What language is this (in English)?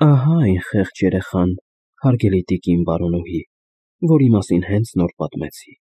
Armenian